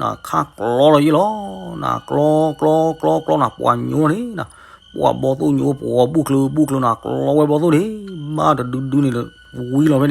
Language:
S'gaw Karen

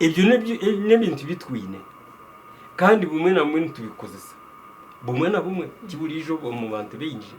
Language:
Nyankole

